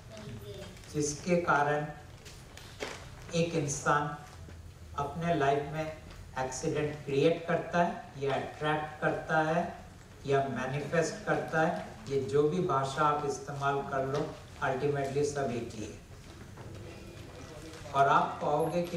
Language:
Hindi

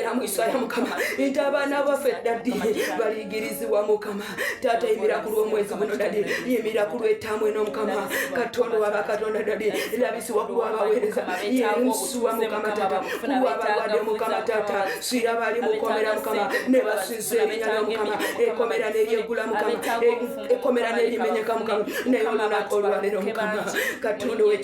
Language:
Ganda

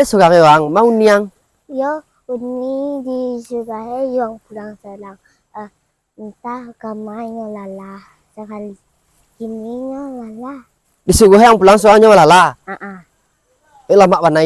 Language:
Minangkabau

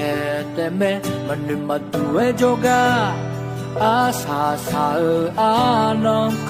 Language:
Akha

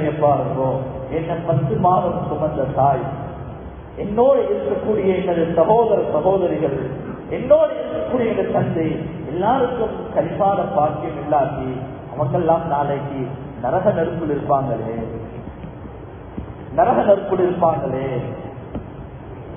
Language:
Tamil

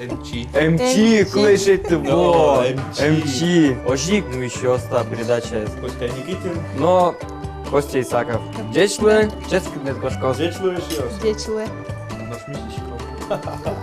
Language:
Udmurt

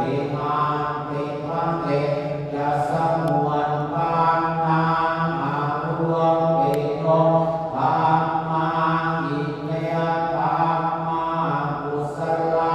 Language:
Pali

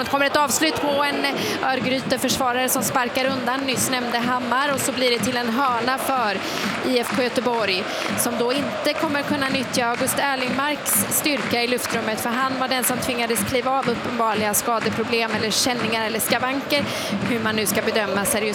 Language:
Swedish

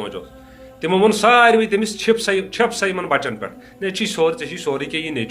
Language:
Kashmiri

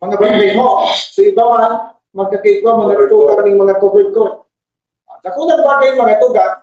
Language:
Bikol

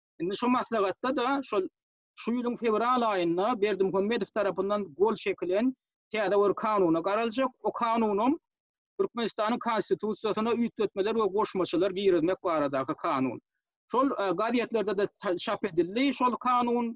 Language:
Turkmen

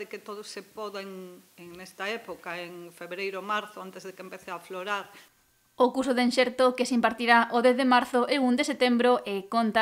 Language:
Galician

